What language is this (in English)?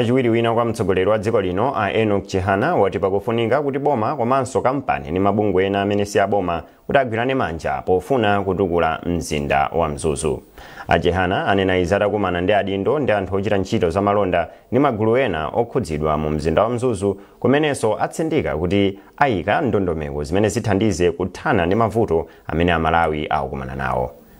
Nyanja